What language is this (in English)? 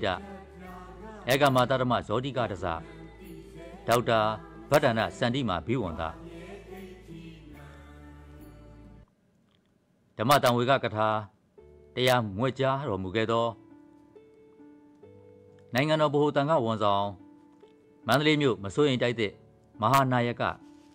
Burmese